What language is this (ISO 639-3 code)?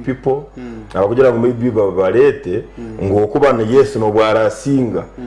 nyn